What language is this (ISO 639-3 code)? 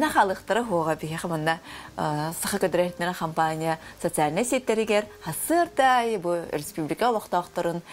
sah